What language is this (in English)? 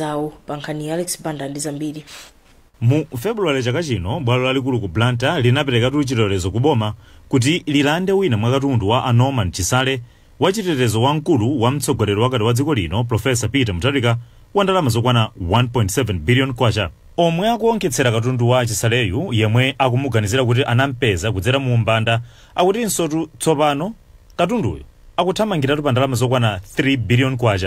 Nyanja